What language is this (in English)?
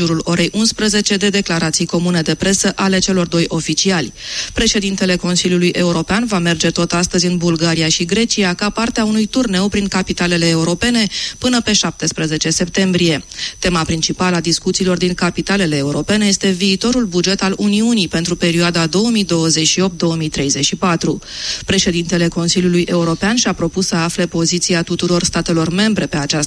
Romanian